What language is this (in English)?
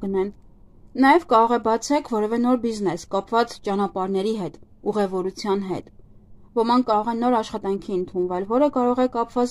Armenian